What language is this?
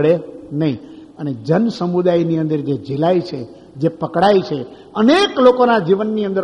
Gujarati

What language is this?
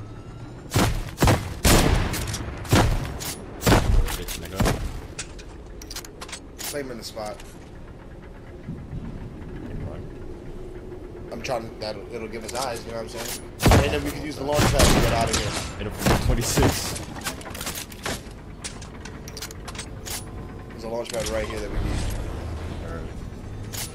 English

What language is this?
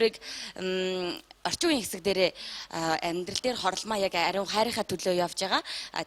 Mongolian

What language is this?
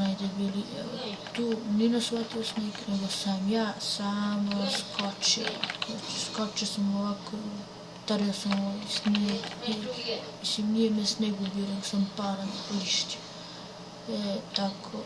Bosnian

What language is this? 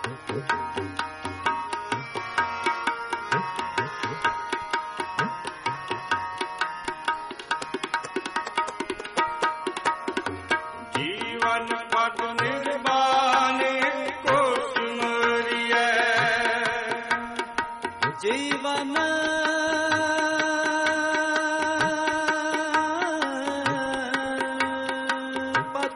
Punjabi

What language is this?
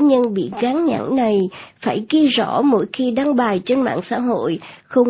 Vietnamese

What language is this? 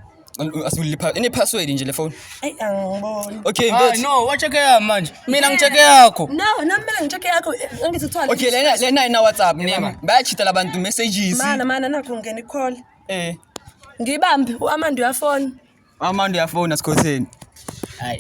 Zulu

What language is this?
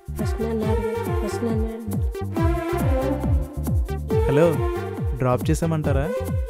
Telugu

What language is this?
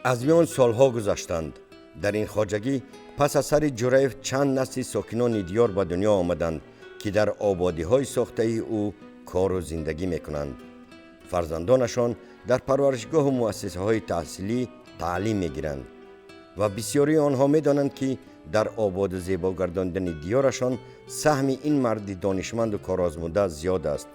Tajik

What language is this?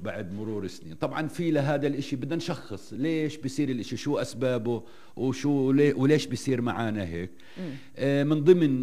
North Levantine Arabic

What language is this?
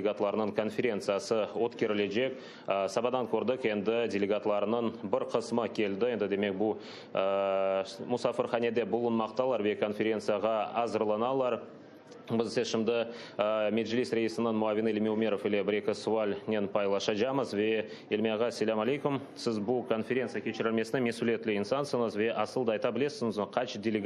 Crimean Tatar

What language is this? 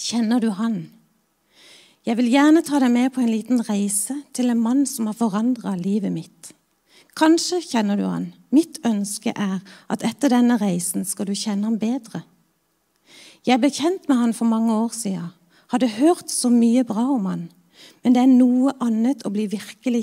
Norwegian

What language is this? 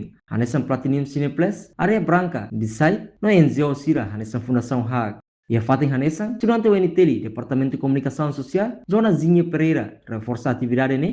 Tetum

